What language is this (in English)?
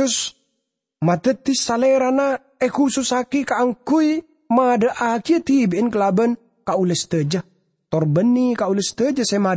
Madurese